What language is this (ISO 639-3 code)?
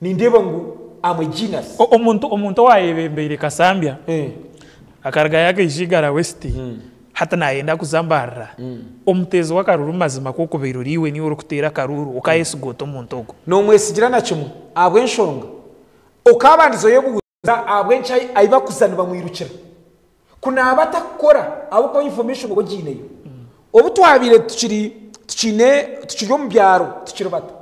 nyn